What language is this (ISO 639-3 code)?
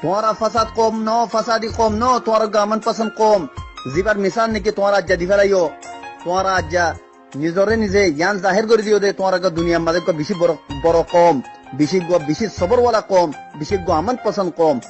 rhg